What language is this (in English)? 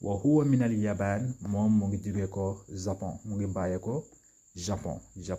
Wolof